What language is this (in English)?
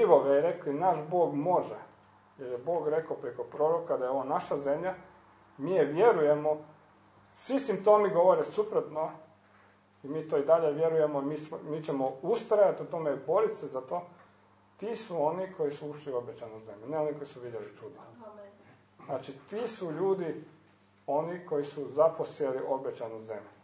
Croatian